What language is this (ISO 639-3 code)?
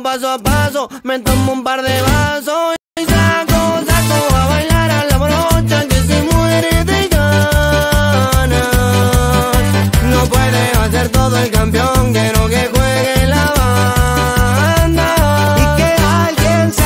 spa